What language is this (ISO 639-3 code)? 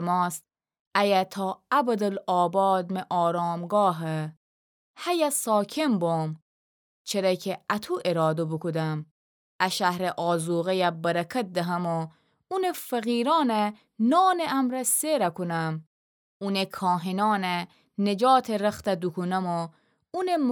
glk